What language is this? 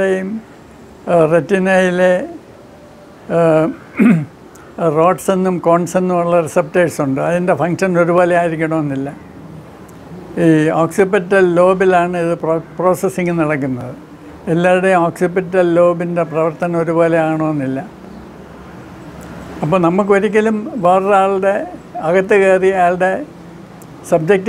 Malayalam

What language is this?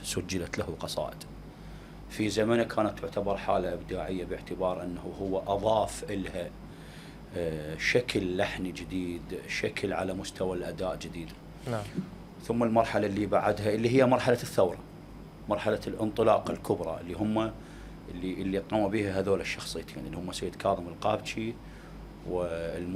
Mesopotamian Arabic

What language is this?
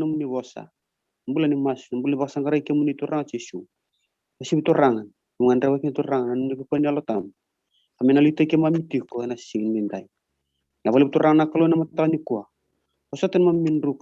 Fijian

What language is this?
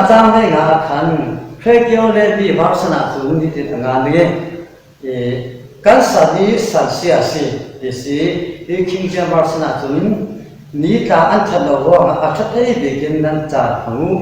Falam Chin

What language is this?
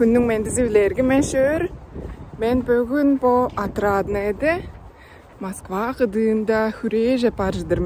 Tuvinian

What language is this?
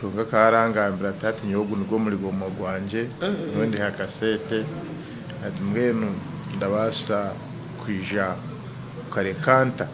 Nyankole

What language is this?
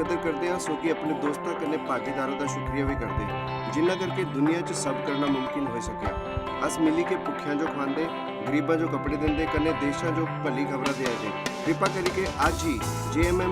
Dogri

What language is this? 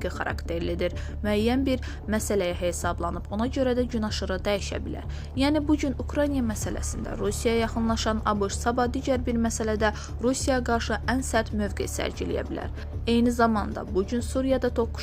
Azerbaijani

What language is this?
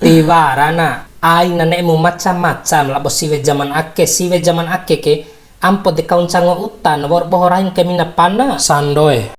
Bima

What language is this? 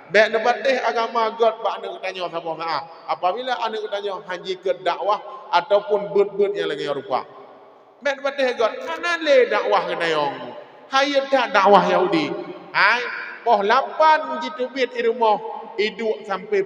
Achinese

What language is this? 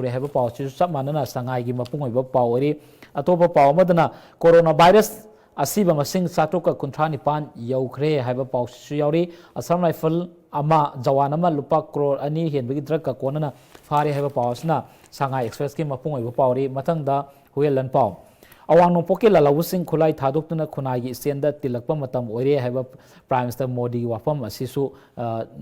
Manipuri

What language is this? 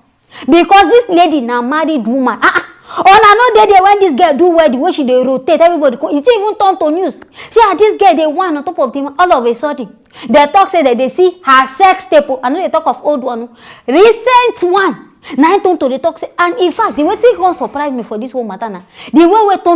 Nigerian Pidgin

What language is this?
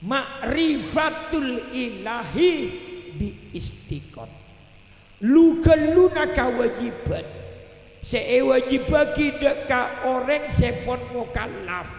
Madurese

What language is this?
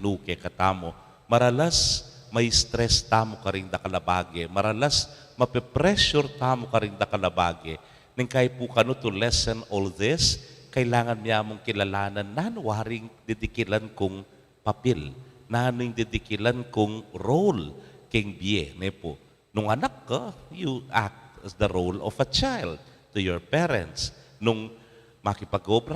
Pampanga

